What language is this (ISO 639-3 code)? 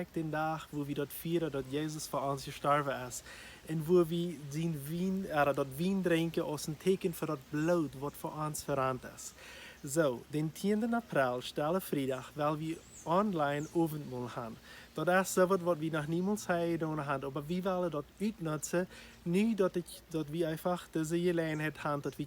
pdt